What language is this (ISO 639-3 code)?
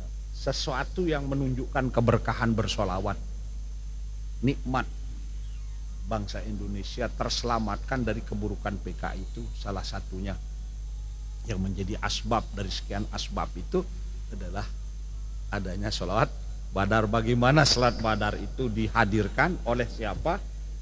ind